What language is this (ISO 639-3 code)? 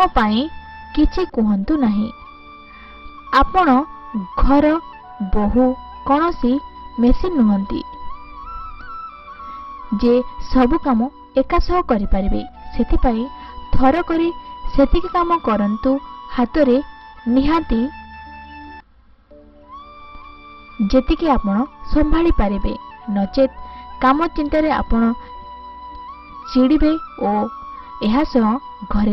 ori